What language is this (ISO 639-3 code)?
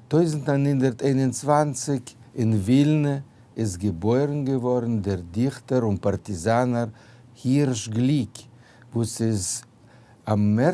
yid